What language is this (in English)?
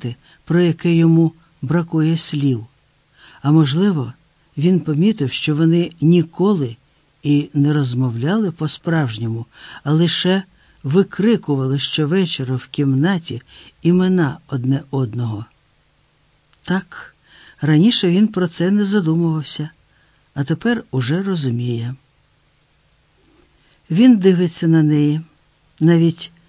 Ukrainian